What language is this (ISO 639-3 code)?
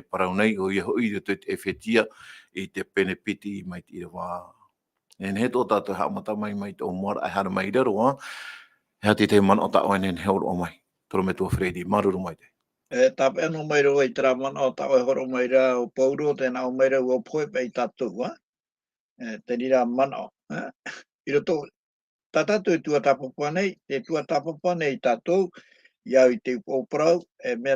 tah